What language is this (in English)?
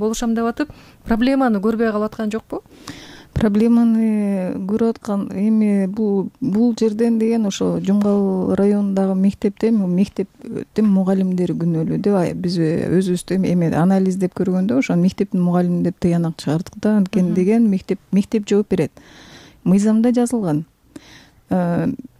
Kyrgyz